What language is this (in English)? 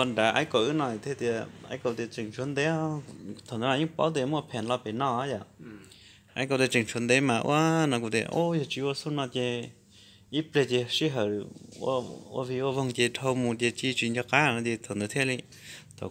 Hmong